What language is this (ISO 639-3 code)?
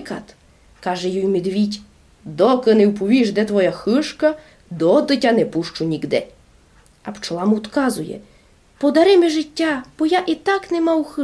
rue